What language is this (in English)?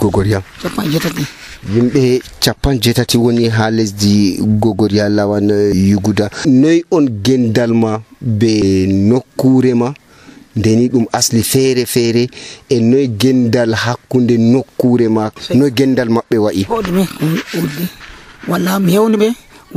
Nigerian Fulfulde